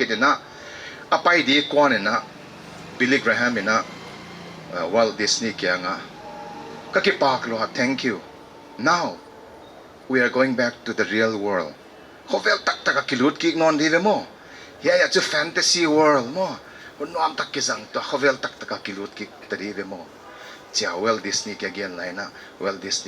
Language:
Paite Chin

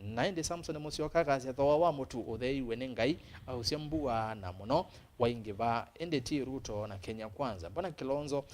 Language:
Kamba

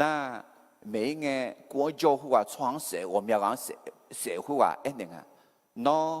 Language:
Akha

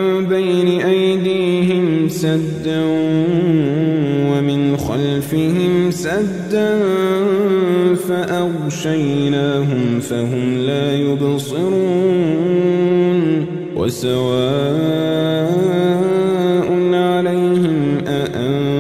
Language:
Arabic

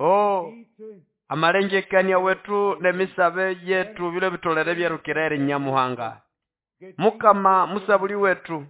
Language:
Nande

